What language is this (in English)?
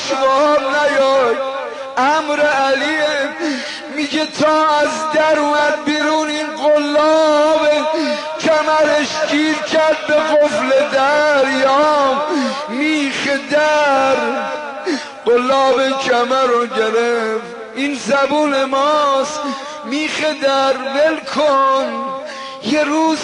Persian